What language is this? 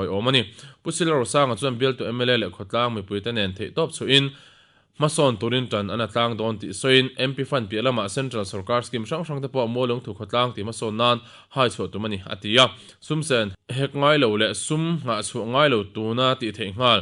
Mizo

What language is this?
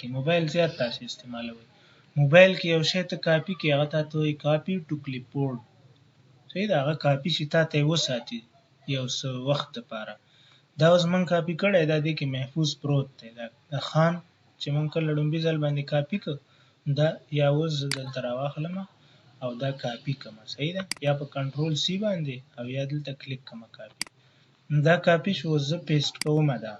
Pashto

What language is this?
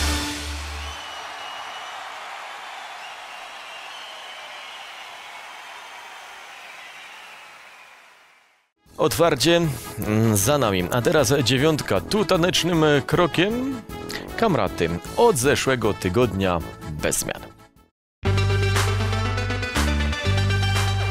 Polish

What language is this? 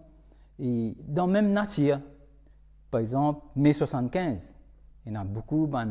Morisyen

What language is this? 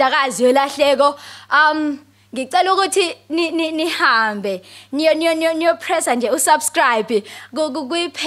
Zulu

